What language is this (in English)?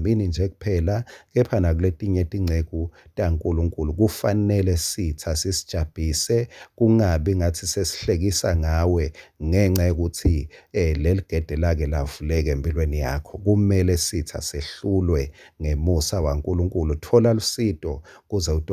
Swati